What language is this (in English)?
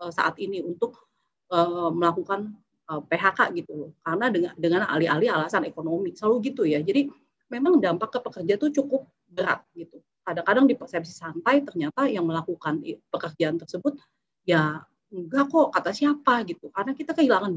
Indonesian